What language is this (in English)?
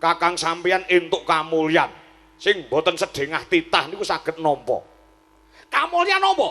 Javanese